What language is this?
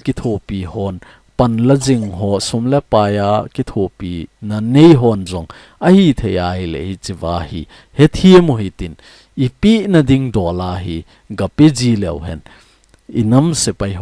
Thado Chin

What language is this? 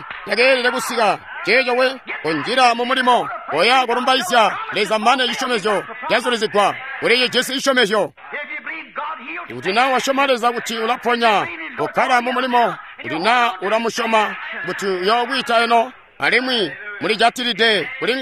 Tonga (Zambia)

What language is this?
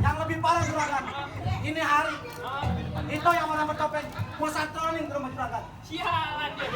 Betawi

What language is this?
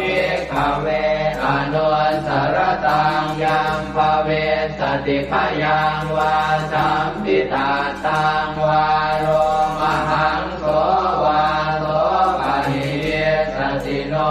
Pali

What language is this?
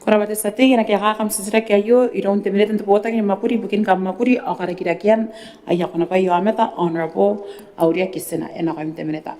Gilbertese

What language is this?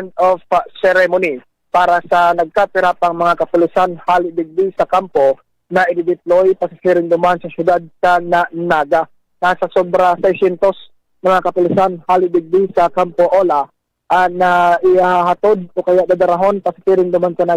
Bikol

